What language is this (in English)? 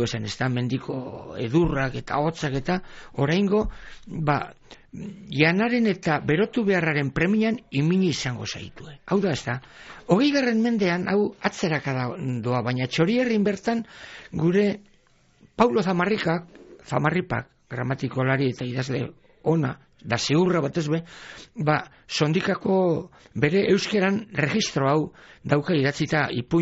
Basque